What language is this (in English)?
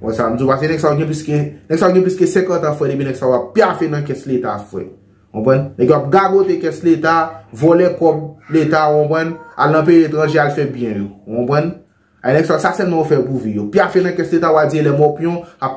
Haitian Creole